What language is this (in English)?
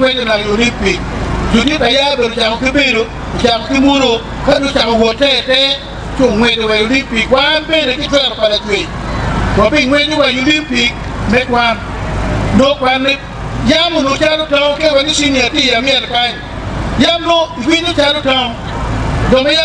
Acoli